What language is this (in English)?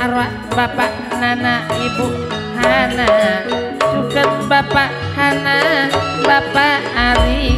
Madurese